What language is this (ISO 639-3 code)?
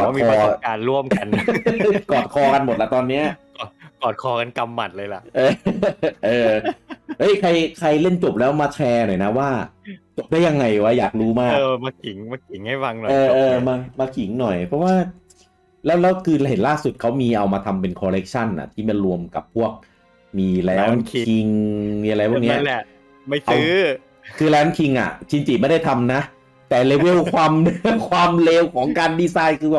tha